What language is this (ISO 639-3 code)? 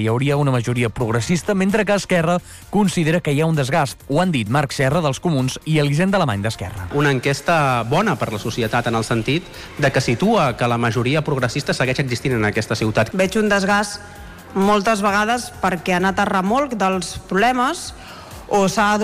cat